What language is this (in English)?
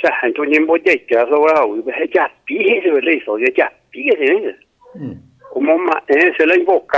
Guarani